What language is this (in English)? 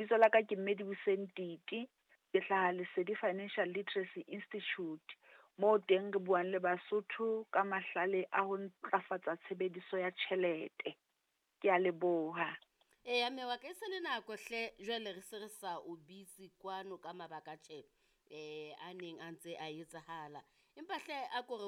Southern Sotho